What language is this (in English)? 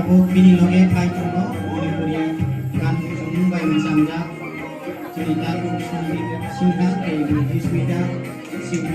Kok Borok